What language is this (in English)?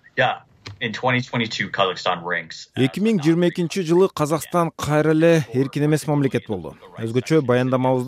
Kyrgyz